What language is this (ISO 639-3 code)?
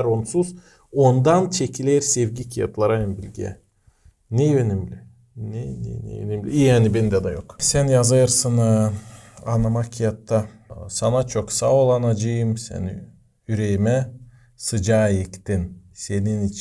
gag